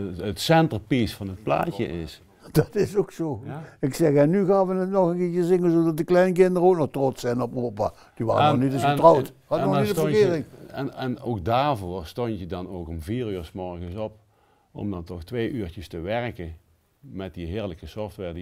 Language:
Limburgish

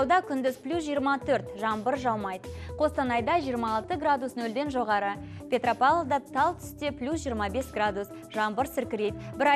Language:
Kazakh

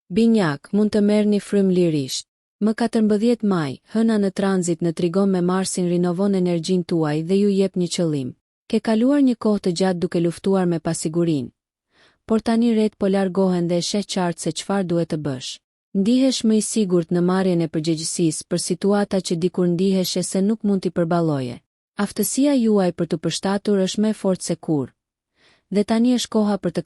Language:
Albanian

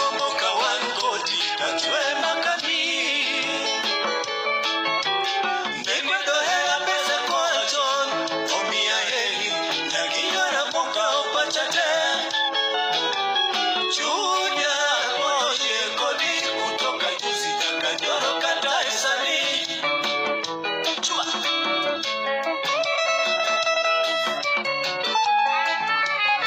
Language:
Luo (Kenya and Tanzania)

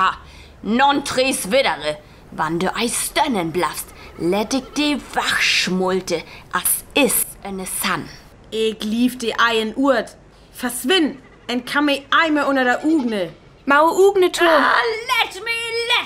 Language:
Northern Frisian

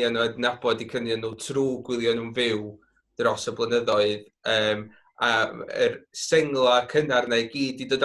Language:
Welsh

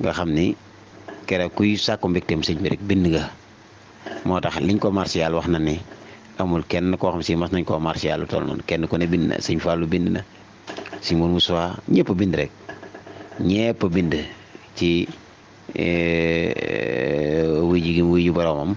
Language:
Wolof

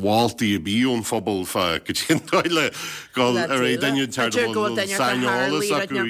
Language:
Irish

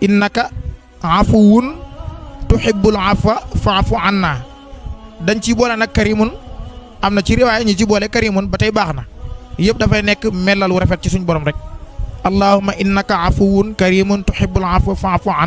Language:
Wolof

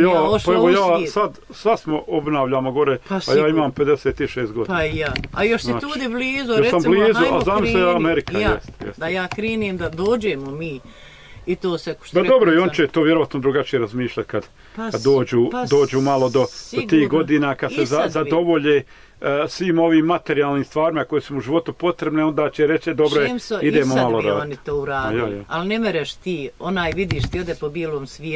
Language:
Bosnian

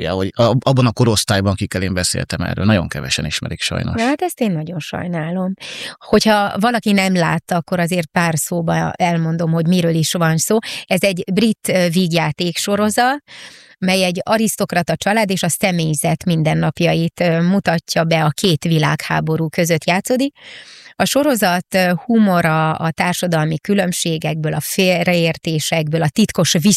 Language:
Hungarian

